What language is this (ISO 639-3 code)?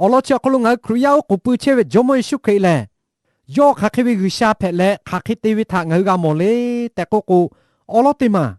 lhu